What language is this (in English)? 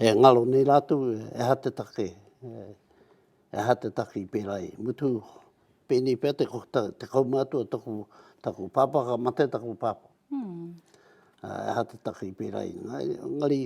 Māori